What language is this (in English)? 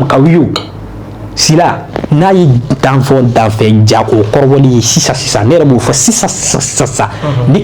Bambara